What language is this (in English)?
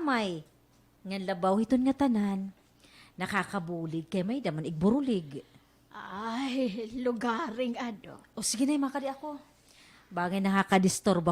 Waray